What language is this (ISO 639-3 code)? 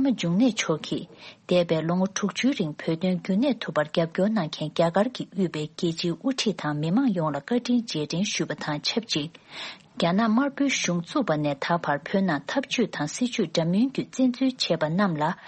bod